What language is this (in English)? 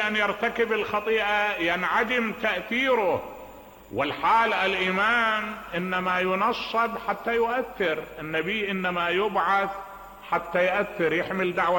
Mesopotamian Arabic